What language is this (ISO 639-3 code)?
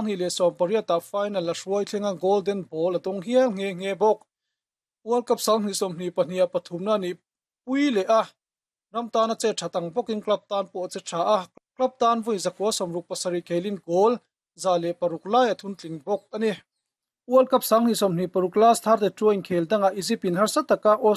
lus